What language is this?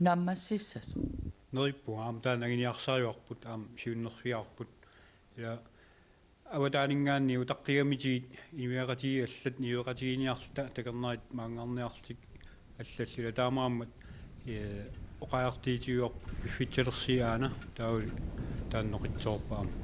Kalaallisut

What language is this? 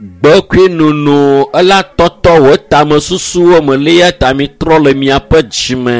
Ewe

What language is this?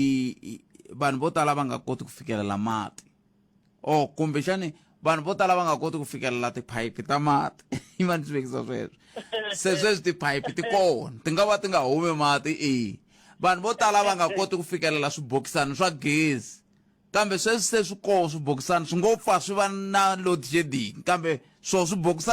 Tsonga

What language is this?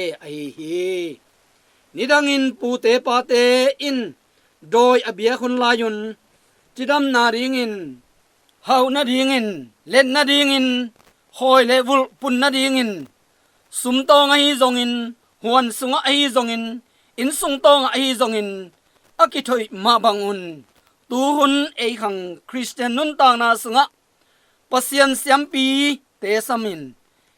Tedim Chin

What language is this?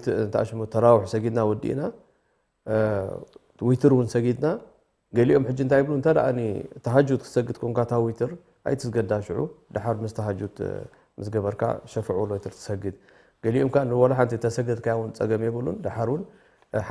Tigrinya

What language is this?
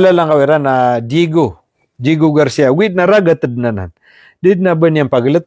Maranao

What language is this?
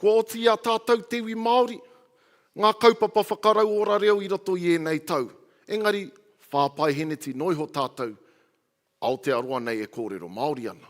Māori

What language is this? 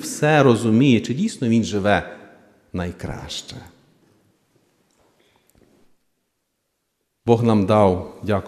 Ukrainian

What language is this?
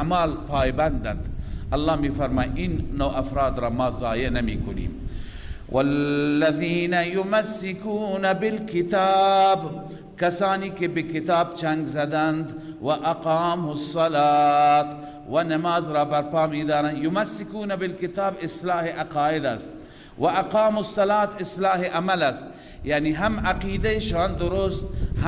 Persian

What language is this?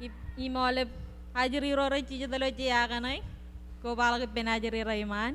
Marshallese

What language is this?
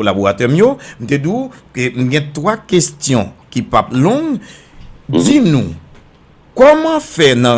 Haitian Creole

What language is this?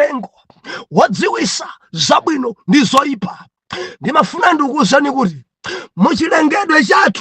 Nyanja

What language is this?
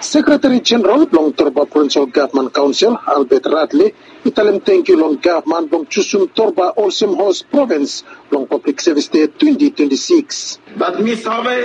Bislama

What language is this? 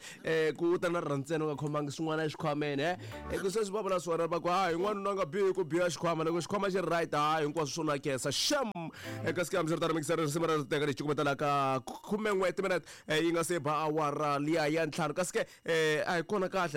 Tsonga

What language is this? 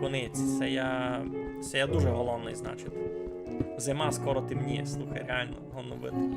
Rusyn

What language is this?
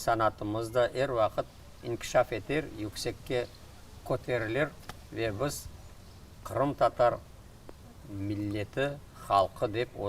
Crimean Tatar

